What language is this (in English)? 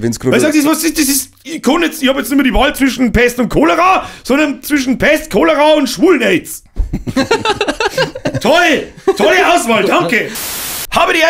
Bavarian